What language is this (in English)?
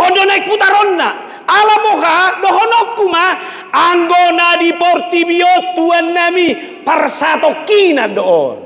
Batak Toba